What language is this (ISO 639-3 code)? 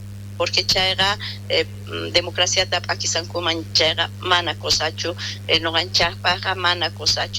quh